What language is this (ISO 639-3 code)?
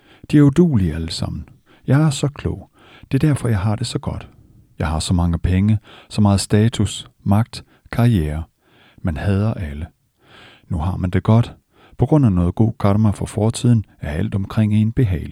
dan